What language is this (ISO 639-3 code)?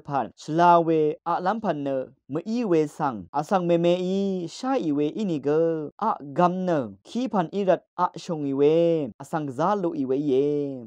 raw